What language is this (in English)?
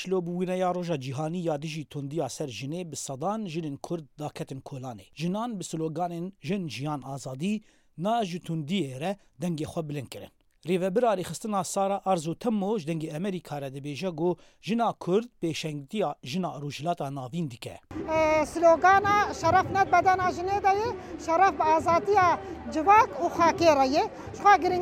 Kurdish